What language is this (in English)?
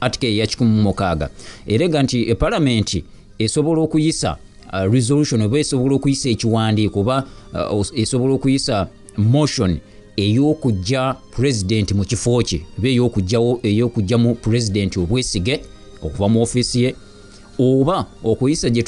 Ganda